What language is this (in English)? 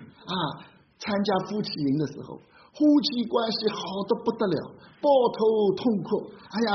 Chinese